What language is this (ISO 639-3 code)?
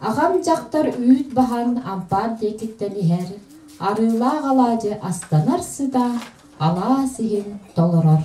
sah